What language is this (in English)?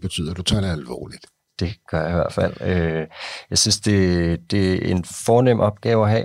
Danish